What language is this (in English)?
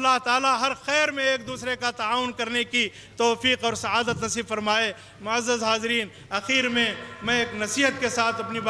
Urdu